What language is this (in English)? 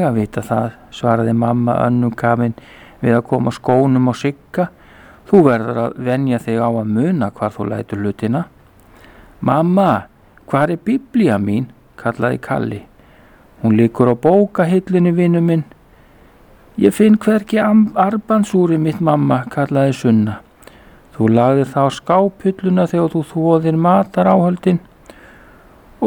Icelandic